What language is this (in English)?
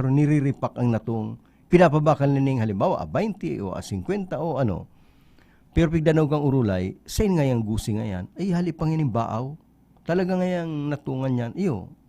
Bikol